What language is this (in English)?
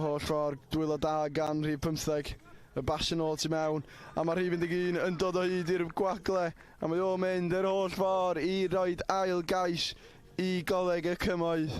Welsh